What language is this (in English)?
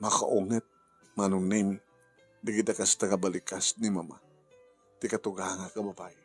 Iloko